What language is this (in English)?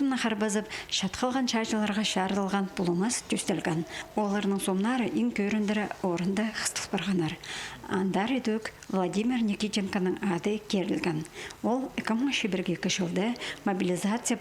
Khakas